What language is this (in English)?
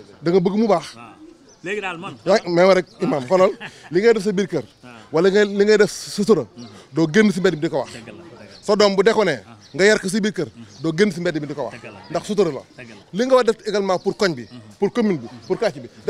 Wolof